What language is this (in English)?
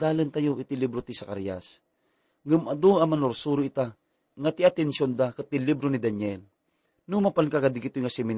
Iloko